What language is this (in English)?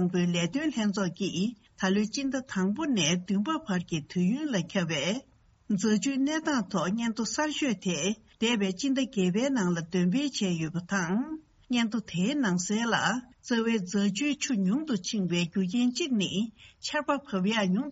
Tibetan